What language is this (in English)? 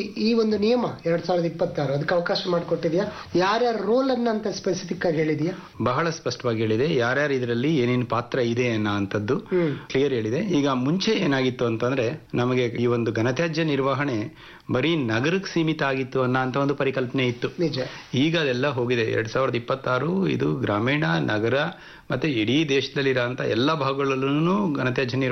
Kannada